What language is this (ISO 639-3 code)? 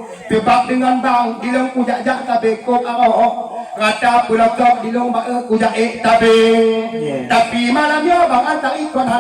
ace